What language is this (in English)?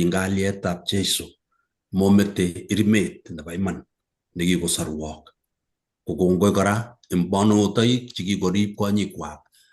Kalenjin